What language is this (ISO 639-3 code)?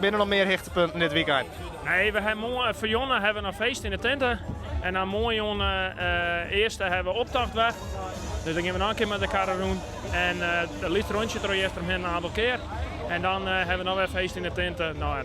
fry